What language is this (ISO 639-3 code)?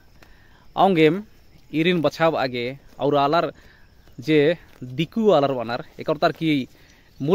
kru